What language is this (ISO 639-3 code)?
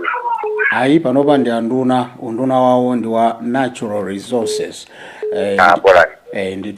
nya